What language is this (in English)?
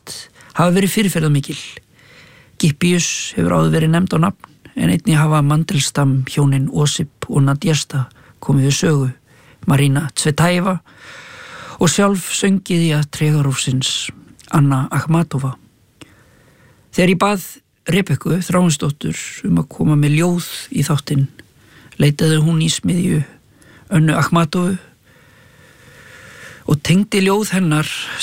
Icelandic